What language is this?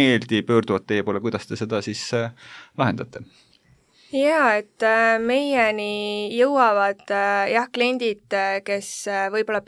Estonian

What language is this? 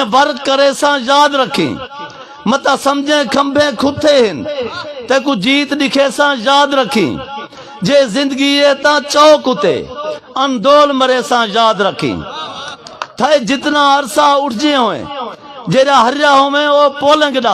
Saraiki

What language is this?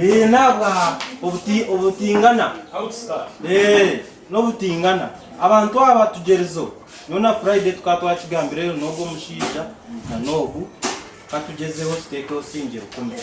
Nyankole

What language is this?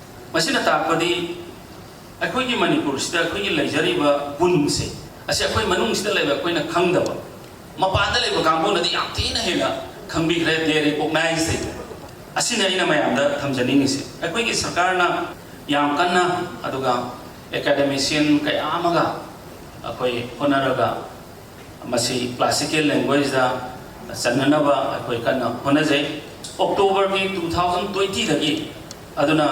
Manipuri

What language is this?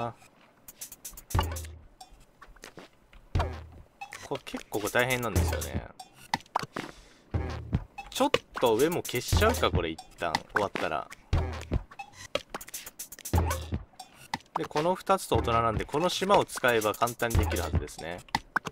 Japanese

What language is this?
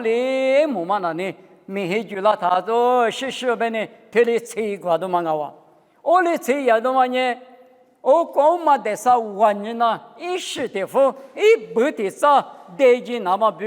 Lisu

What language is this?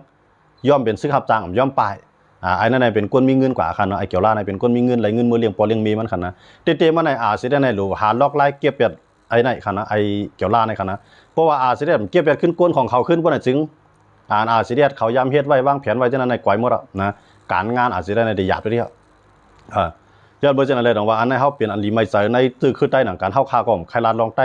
Shan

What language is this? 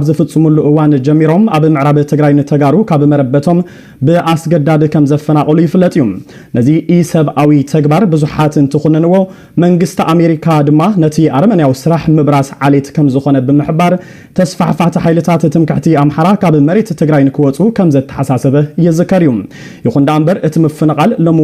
Tigrinya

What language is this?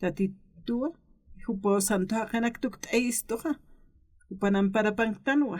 Aymara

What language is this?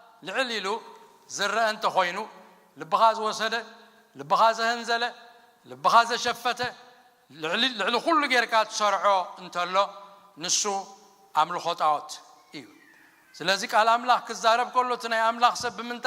Tigrinya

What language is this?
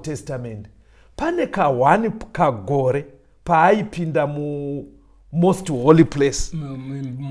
Shona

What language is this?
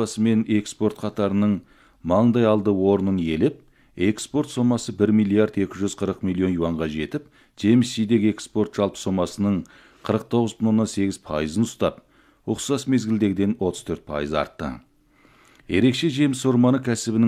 Kazakh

